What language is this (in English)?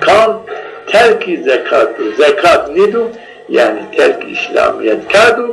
Zaza